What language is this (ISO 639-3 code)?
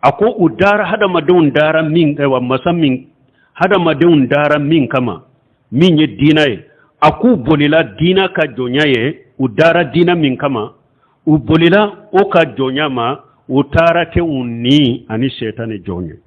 bam